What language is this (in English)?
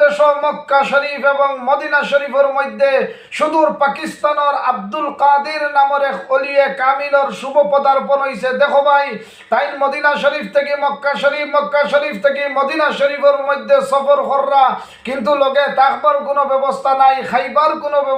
Sylheti